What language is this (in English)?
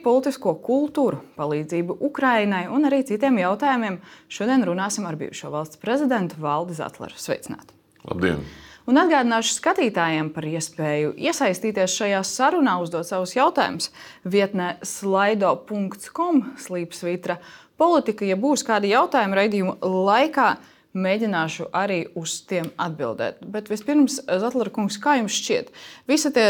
Latvian